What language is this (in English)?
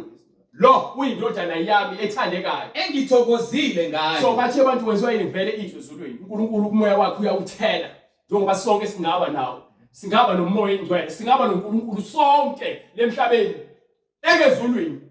Zulu